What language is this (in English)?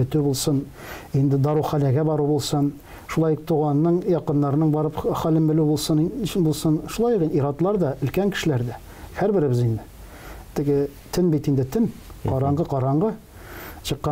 Tatar